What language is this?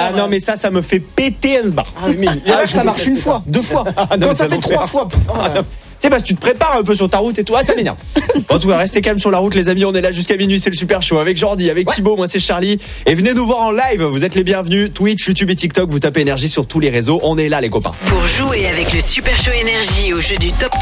French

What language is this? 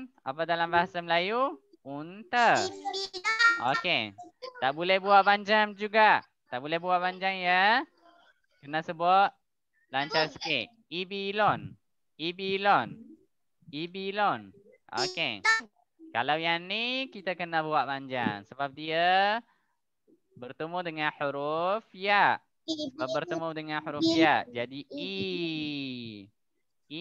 Malay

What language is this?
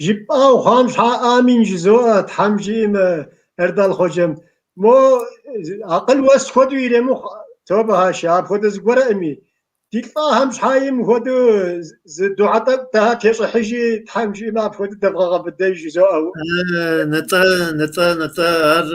Kabardian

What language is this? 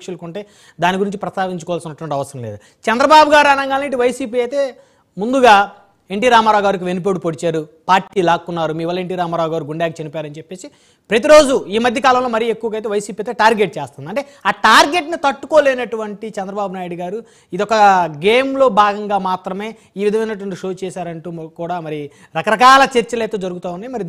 Telugu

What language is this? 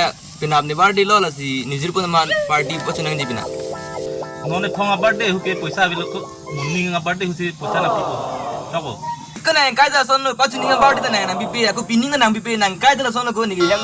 Karbi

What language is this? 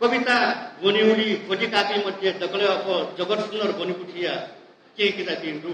Newari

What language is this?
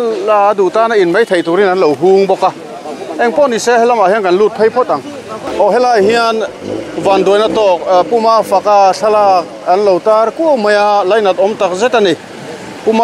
Mizo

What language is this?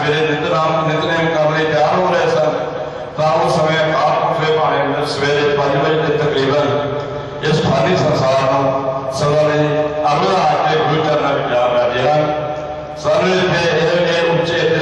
Punjabi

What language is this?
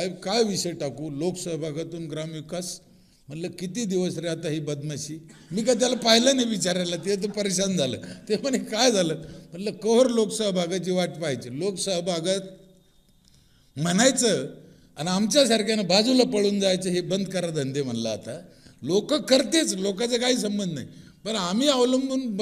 Marathi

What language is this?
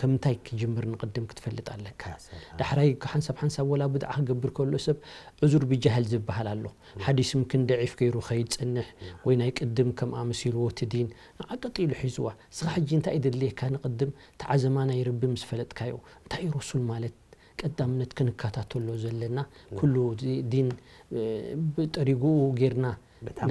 Tigrinya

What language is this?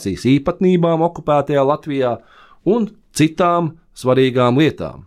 Latvian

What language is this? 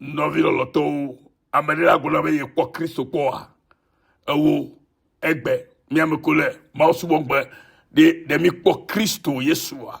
Ewe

